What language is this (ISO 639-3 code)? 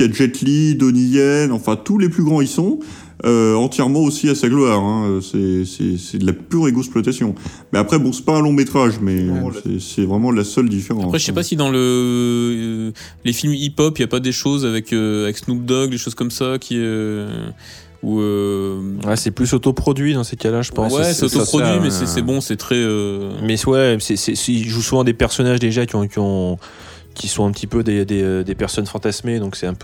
fra